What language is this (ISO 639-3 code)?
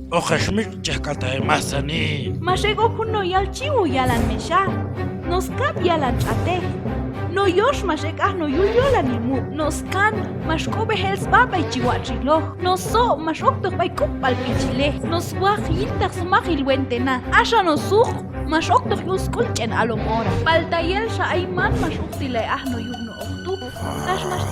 kjb